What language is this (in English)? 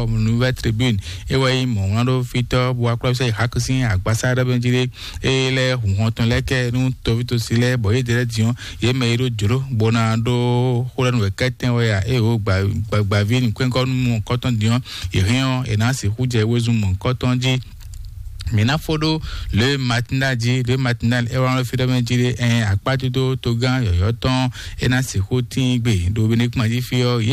Fon